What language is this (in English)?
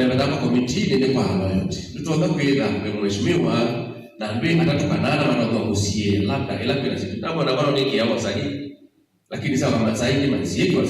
Kamba